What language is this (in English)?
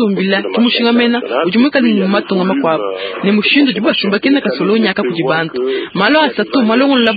Luba-Lulua